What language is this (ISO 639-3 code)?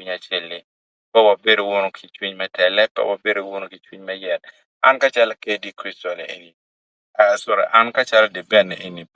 ach